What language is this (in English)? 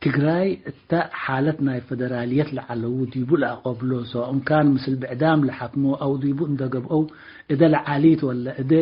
Tigre